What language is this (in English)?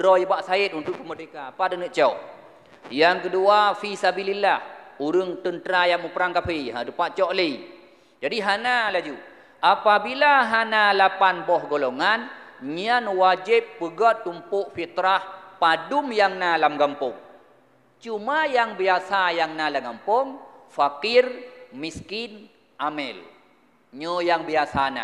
Achinese